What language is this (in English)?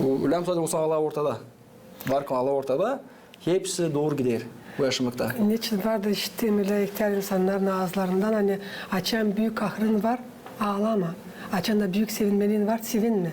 Gagauz